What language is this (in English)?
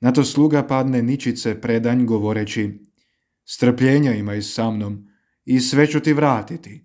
Croatian